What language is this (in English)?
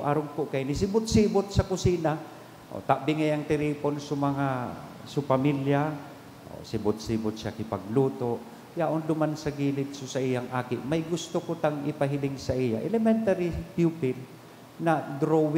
Bikol